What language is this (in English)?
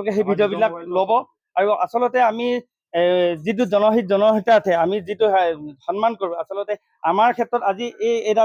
Assamese